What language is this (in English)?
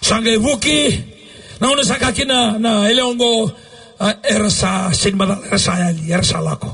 Fijian